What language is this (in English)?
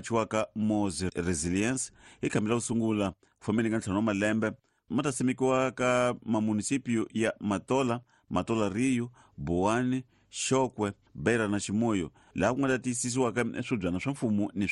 Tsonga